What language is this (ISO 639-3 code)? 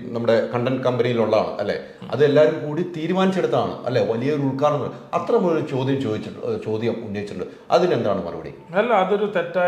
mal